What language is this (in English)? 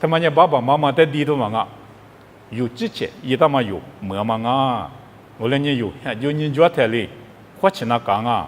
Lisu